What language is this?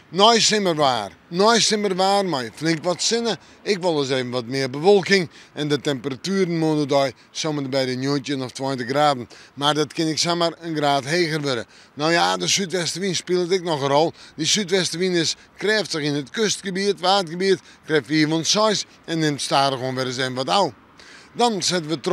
Western Frisian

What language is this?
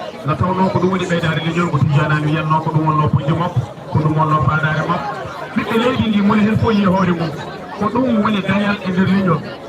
Fula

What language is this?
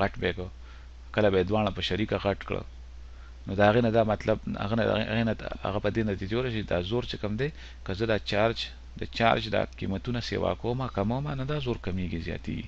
Pashto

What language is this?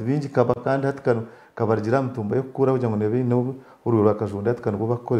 Nyankole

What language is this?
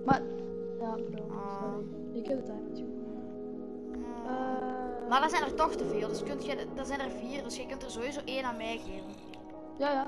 Dutch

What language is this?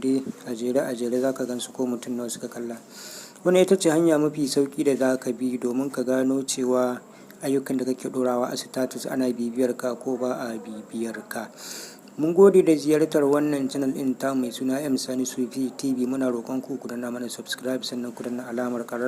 Hausa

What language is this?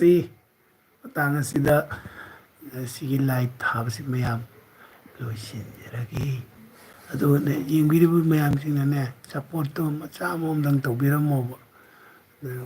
Manipuri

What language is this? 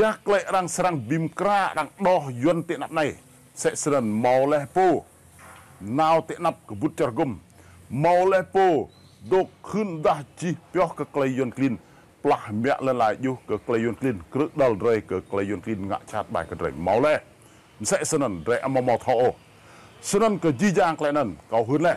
Rade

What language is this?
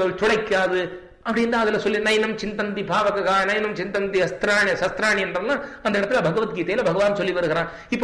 Tamil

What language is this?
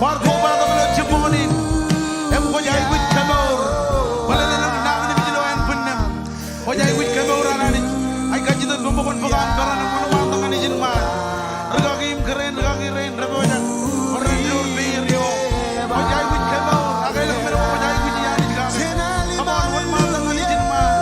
Marshallese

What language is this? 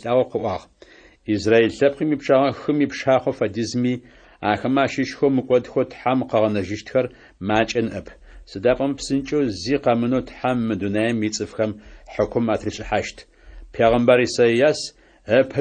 Adyghe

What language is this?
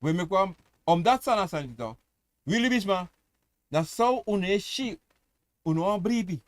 Sranan Tongo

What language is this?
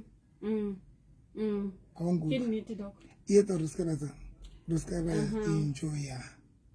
Southern Sotho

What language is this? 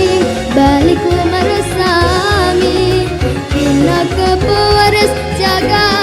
Balinese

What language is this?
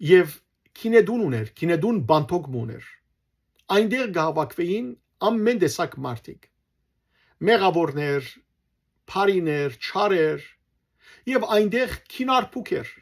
Western Armenian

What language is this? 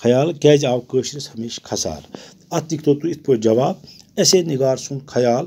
Kashmiri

